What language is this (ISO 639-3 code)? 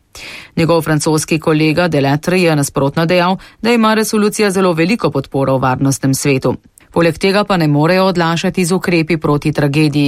slv